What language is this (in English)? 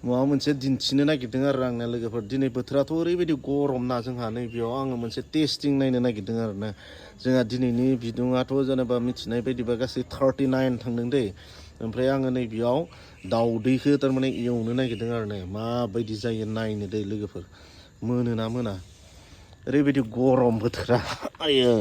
Bodo